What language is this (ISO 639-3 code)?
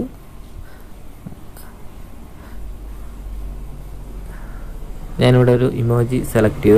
mal